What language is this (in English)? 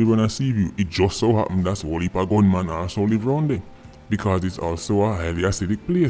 Jamaican Creole English